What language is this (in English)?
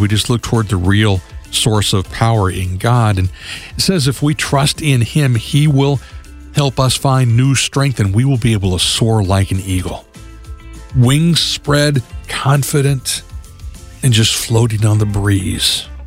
English